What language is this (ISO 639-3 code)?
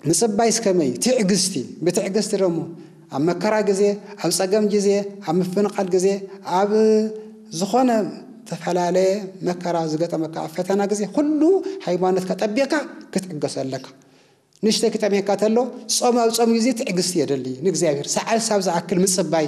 tir